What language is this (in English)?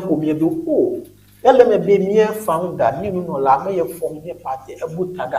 Ewe